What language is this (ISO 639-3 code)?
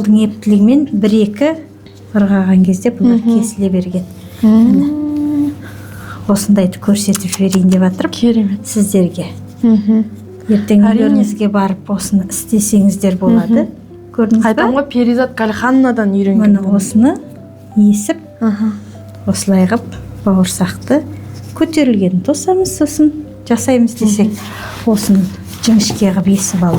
kaz